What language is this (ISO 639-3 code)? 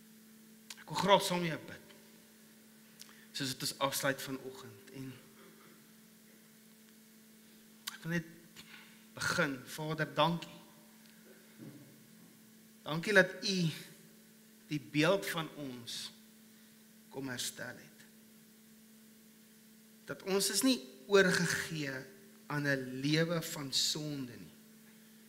afr